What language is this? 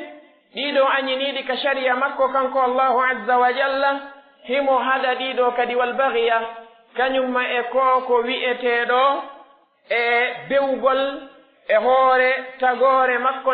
Pular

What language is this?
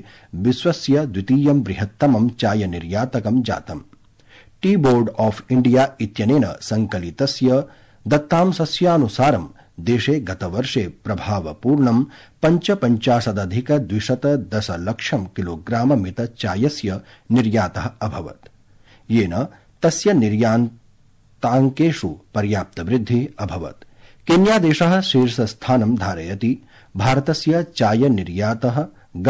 Sanskrit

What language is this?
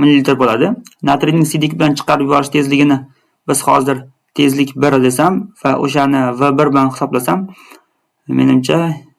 Uzbek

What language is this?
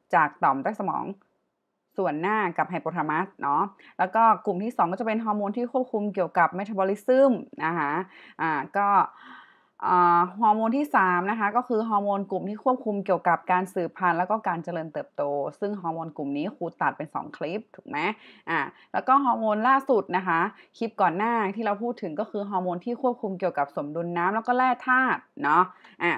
Thai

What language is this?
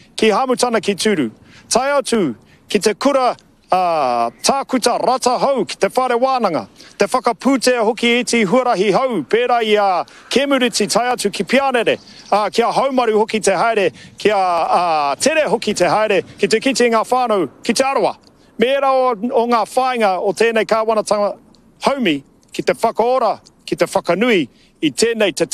Māori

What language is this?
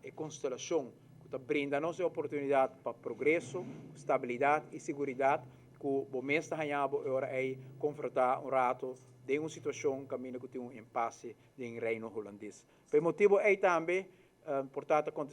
Papiamento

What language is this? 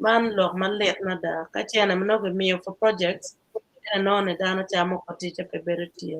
Acoli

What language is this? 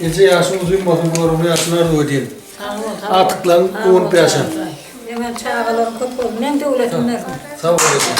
Turkmen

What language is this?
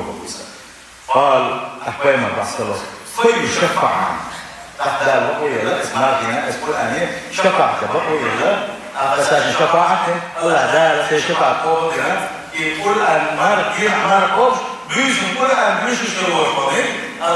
Chechen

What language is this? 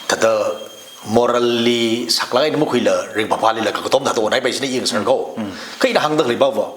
Tangkhul Naga (India)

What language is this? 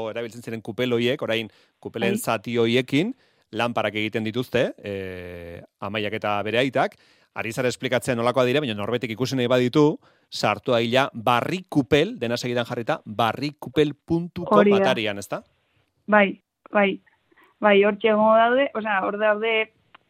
Basque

